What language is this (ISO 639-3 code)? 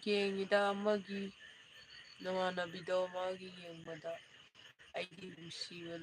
mni